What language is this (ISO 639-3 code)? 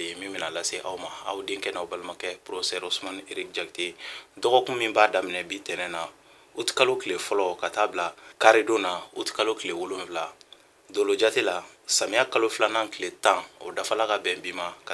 bam